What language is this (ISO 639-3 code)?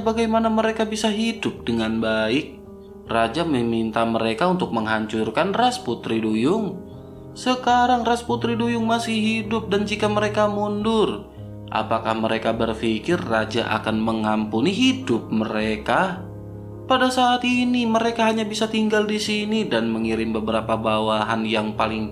ind